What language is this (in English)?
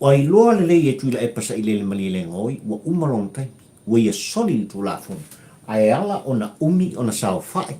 Samoan